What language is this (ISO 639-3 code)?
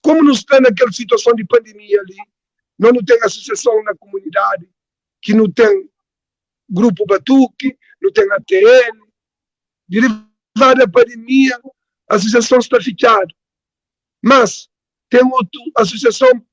kea